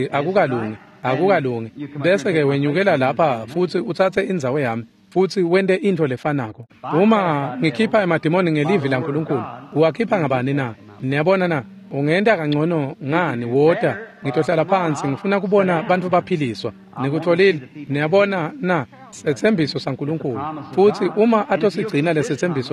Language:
Swati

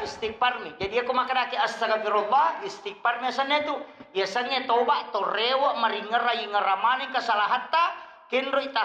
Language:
Buginese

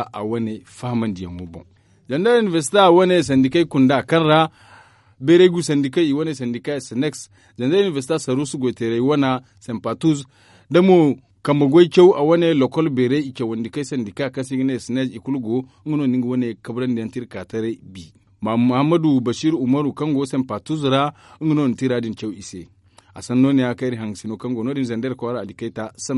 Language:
Zarma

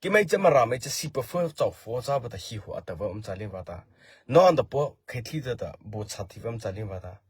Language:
Mara Chin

